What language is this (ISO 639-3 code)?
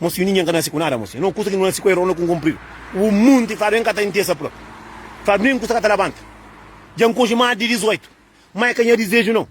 kea